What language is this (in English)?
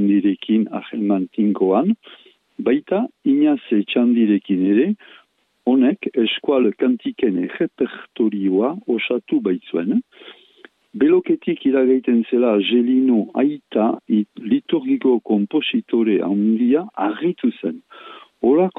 Basque